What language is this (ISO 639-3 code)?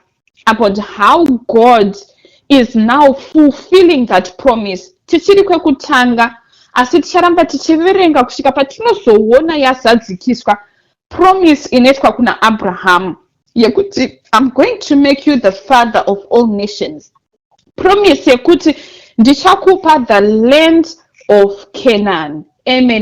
sna